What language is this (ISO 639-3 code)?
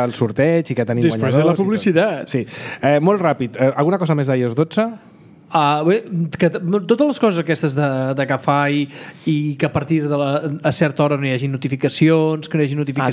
cat